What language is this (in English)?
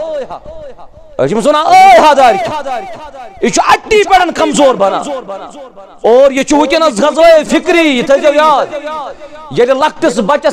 Kashmiri